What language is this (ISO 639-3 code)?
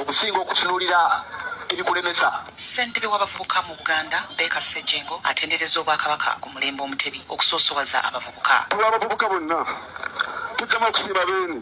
lug